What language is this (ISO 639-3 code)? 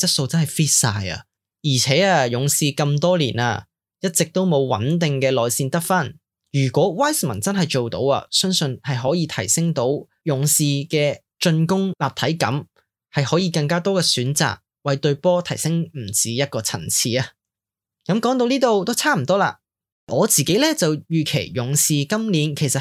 yue